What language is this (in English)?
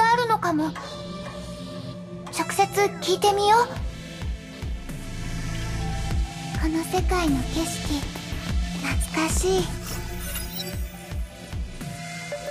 Japanese